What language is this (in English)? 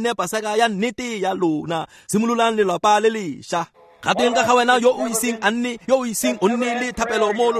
Tswana